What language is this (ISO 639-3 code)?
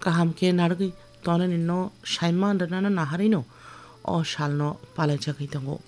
trp